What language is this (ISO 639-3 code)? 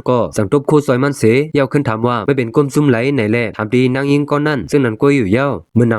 shn